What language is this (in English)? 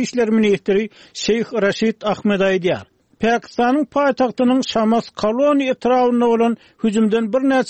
Turkmen